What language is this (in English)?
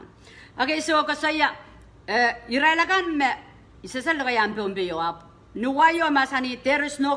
Pohnpeian